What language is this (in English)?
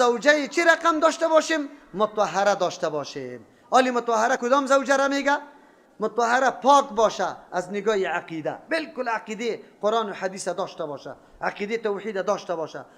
Persian